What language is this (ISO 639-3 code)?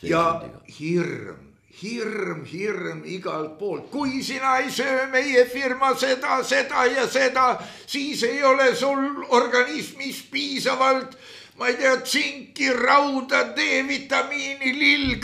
est